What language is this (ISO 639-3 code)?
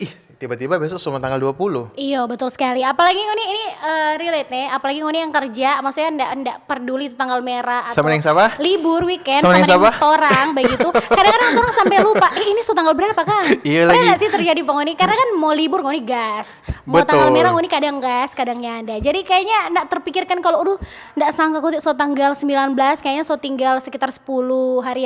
xmm